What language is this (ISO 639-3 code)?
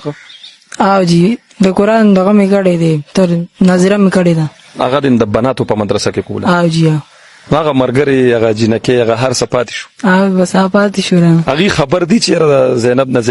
pus